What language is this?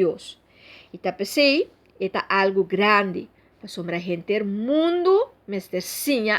Papiamento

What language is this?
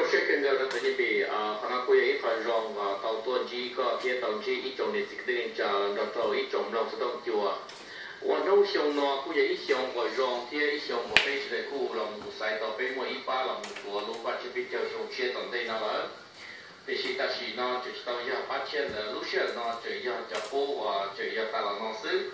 Hmong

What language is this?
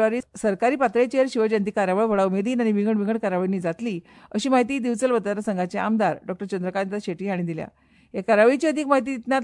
Konkani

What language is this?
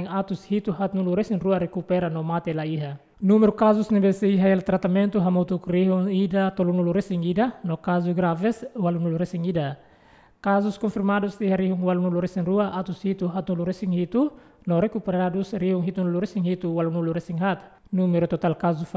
Tetum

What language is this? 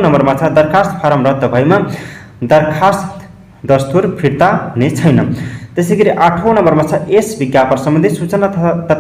Nepali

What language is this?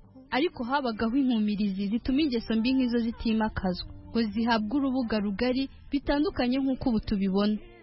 Kinyarwanda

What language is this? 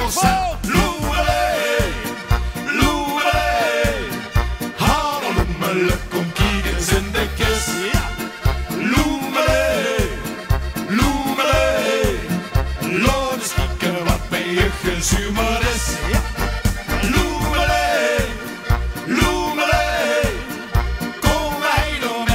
Limburgish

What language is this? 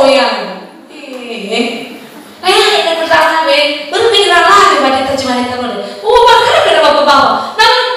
Nias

